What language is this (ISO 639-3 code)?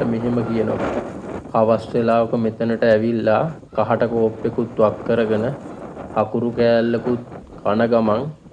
sin